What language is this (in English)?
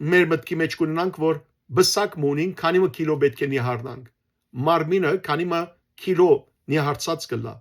Western Armenian